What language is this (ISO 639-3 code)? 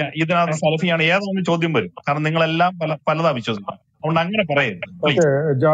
mal